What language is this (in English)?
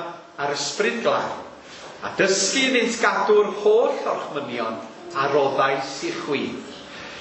Welsh